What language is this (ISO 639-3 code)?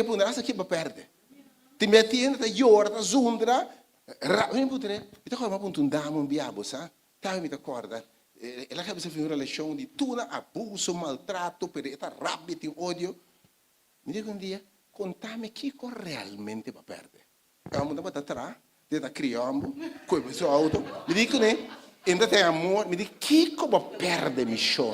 pap